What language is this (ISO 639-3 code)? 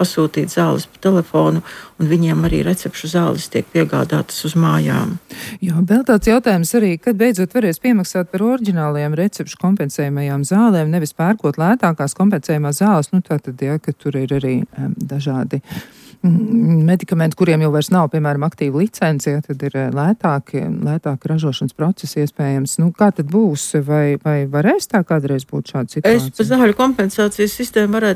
lav